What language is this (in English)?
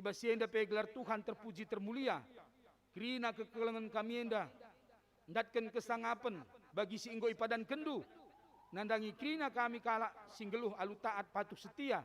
Batak Karo